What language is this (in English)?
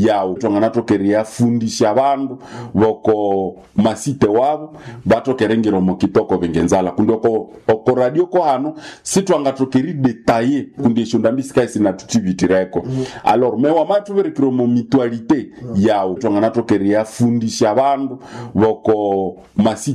Nande